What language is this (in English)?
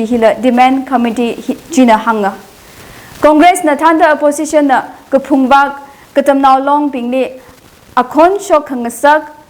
Tangkhul Naga (India)